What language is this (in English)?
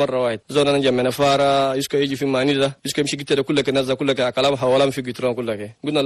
Chadian Arabic